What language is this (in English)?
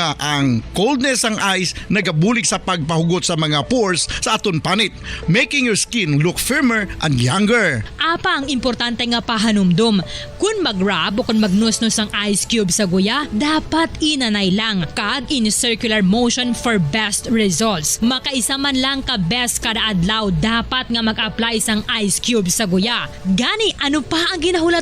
Hiligaynon